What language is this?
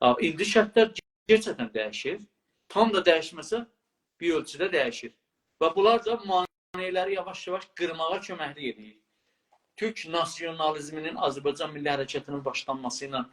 South Azerbaijani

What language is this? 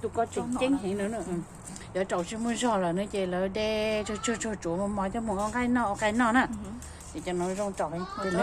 Hmong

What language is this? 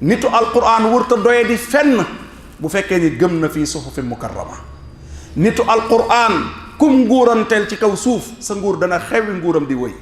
Wolof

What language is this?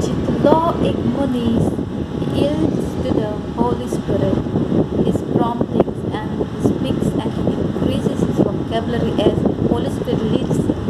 Konkani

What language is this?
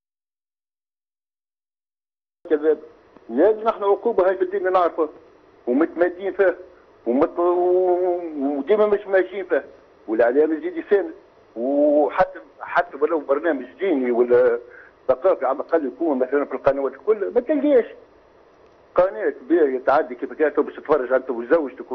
Tunisian Arabic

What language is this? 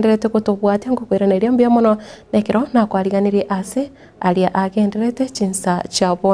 Gusii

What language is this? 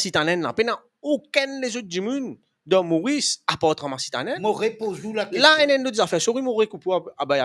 Morisyen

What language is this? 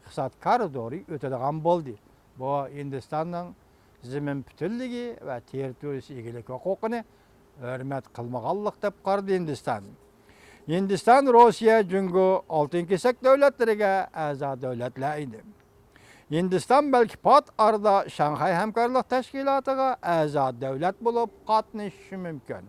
Uyghur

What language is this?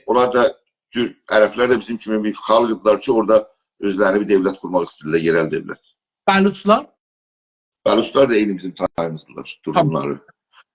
South Azerbaijani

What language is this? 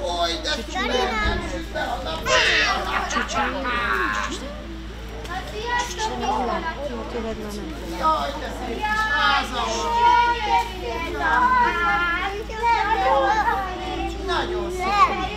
Hungarian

